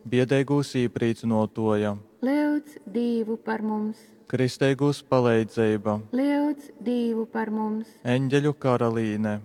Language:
Latgalian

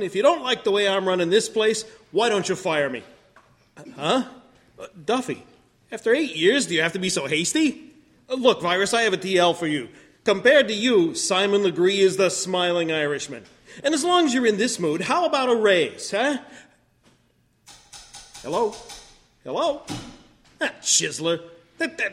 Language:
English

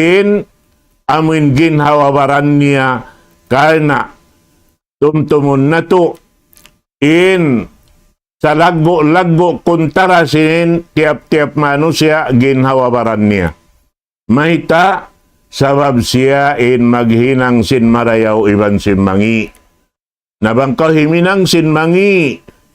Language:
Tausug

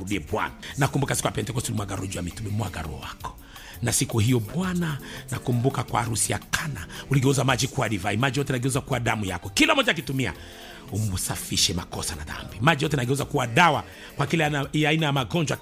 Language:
Swahili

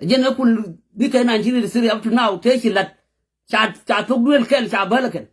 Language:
Nuer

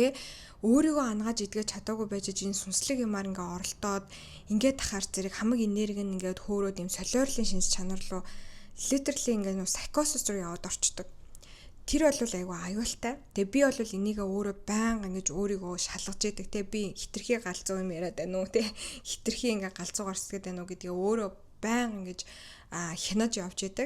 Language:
Mongolian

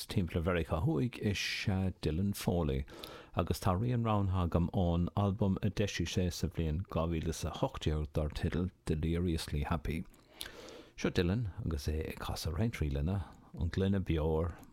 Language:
Irish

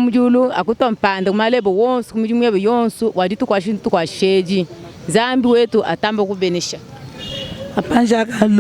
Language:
Luba-Lulua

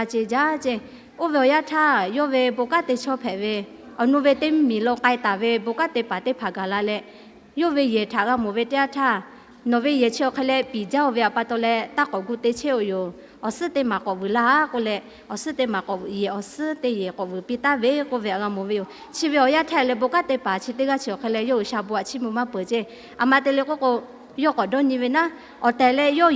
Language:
Lahu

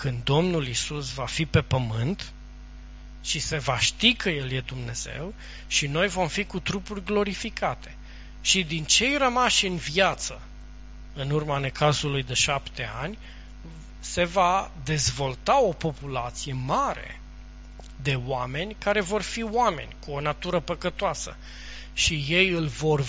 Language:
Romanian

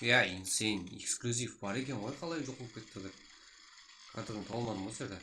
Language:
Kara-Kalpak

